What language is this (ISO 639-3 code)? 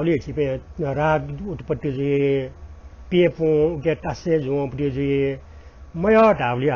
new